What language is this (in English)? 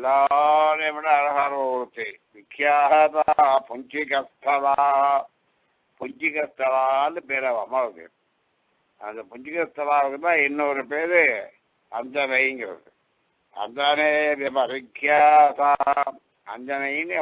Tamil